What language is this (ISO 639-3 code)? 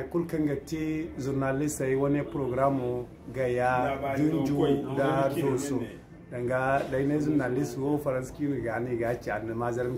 dje